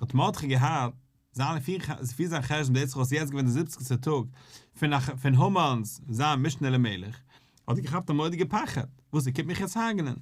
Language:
Yiddish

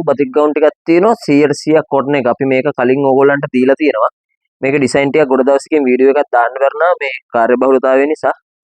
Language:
Sinhala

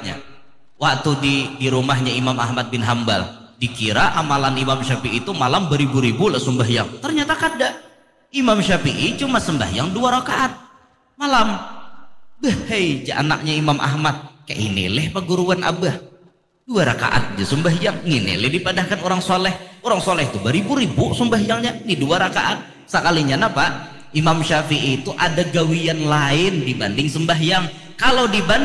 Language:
Banjar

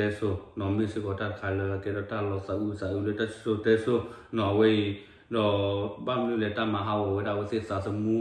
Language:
S'gaw Karen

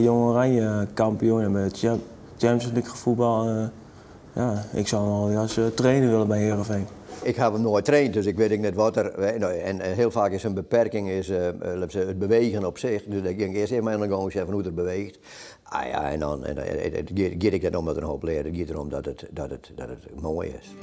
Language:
Western Frisian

